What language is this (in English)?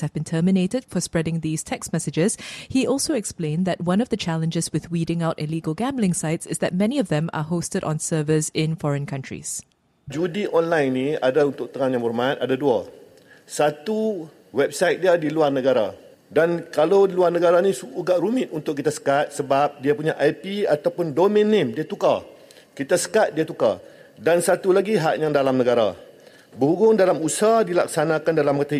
Malay